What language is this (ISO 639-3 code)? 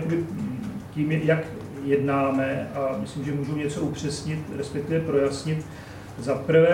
ces